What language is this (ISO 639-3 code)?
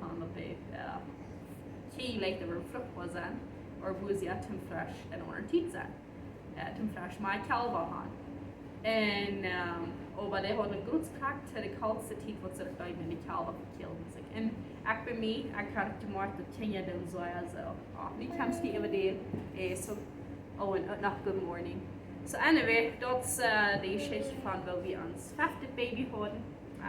pdt